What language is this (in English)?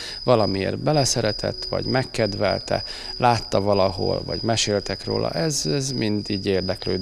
Hungarian